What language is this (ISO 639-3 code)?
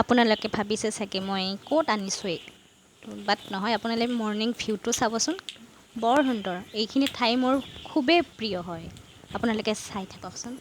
asm